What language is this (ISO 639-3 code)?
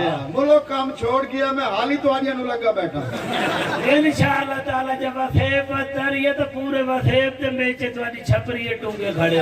skr